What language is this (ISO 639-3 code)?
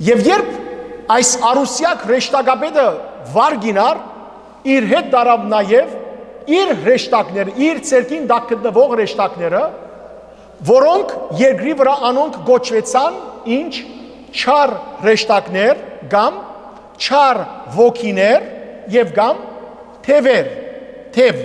hyw